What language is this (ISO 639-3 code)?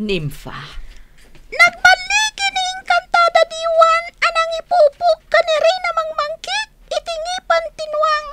ilo